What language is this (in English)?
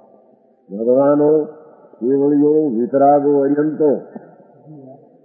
Gujarati